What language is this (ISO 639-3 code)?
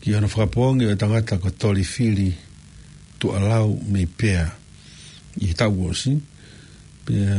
ton